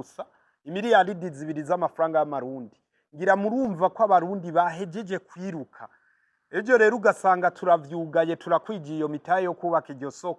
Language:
Rundi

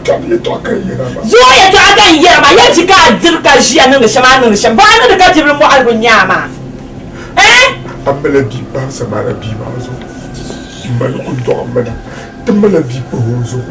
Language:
Dagbani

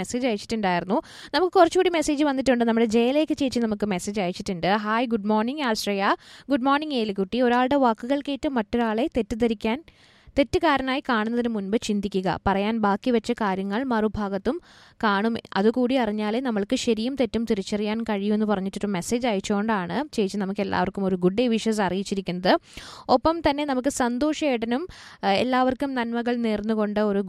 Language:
Malayalam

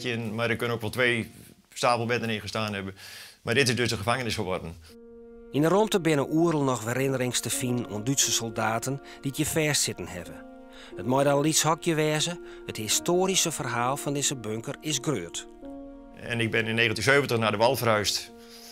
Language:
Western Frisian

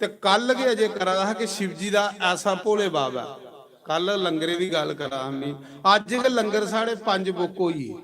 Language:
Dogri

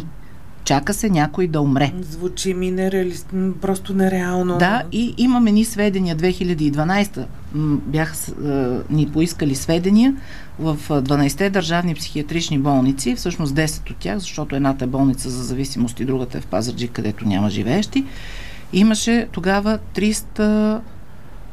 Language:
Bulgarian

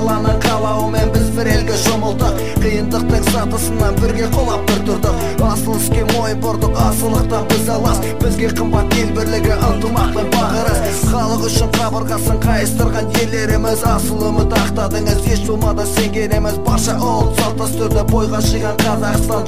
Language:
Kazakh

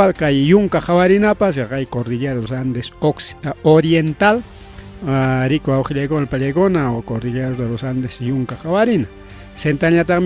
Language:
Ayacucho Quechua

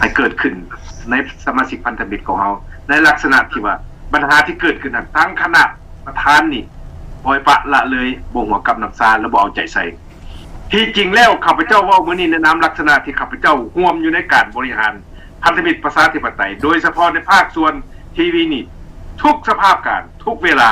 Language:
Lao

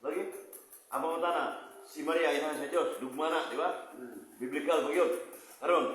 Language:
Cebuano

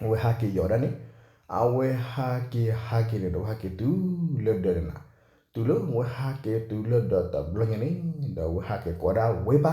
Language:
S'gaw Karen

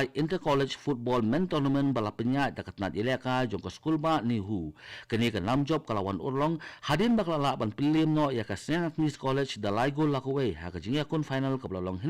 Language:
Khasi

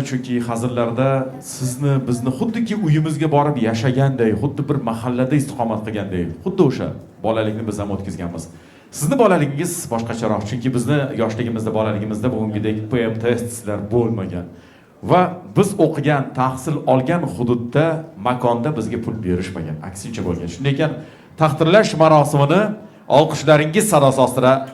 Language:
Uzbek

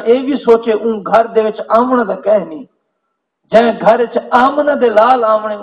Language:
Saraiki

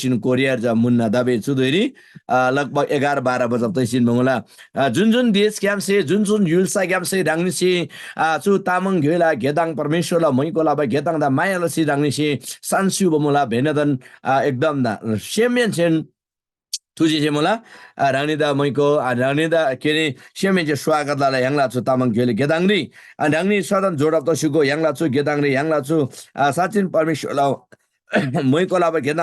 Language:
Eastern Tamang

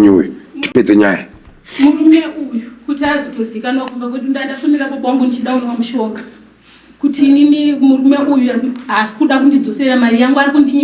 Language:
Shona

